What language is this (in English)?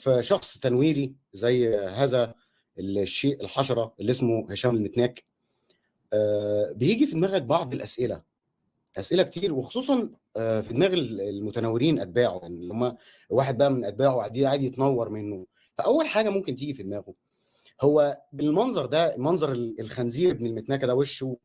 Egyptian Arabic